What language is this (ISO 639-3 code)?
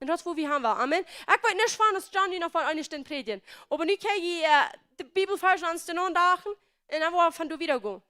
pdt